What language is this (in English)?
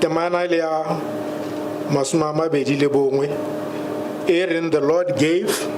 Tswana